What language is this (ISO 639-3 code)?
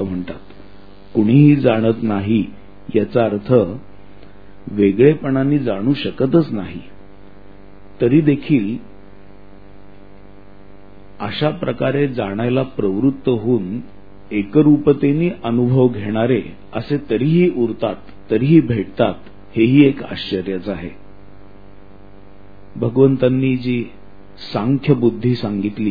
mar